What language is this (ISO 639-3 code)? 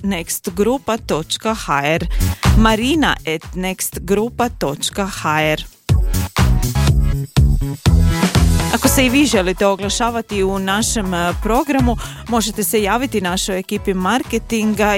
hrv